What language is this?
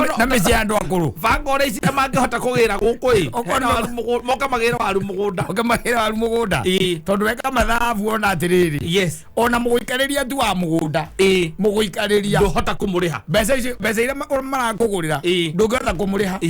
Kikuyu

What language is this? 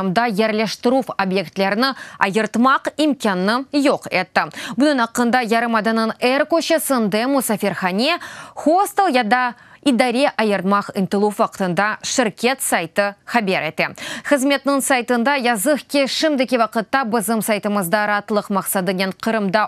Crimean Tatar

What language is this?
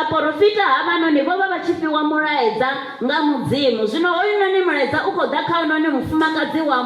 Venda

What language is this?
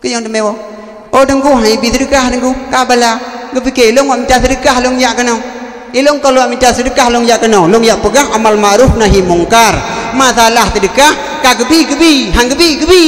Achinese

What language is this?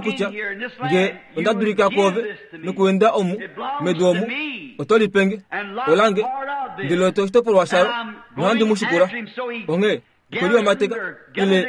Kuanyama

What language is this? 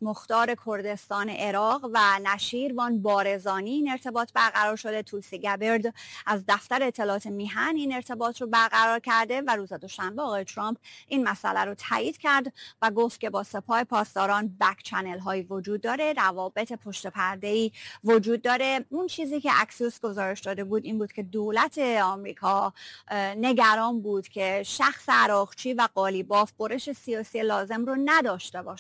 Persian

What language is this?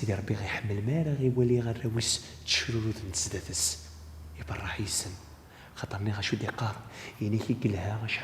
Kabyle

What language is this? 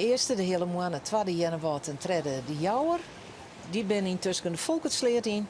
Western Frisian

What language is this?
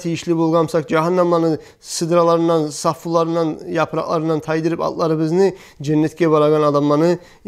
Kumyk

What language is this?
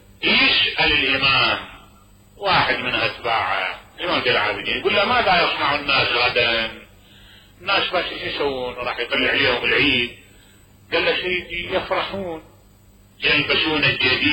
Mesopotamian Arabic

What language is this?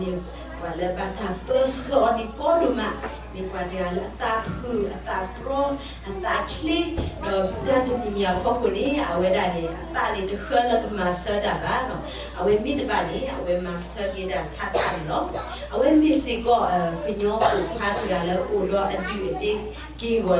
S'gaw Karen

